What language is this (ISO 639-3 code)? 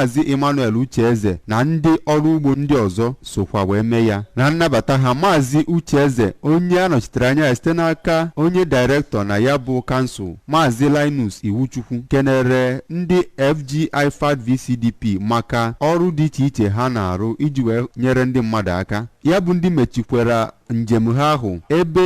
ibo